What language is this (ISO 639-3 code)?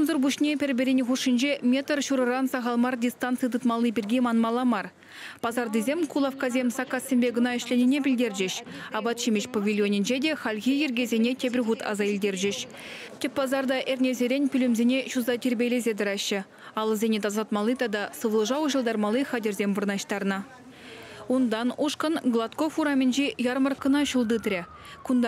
chv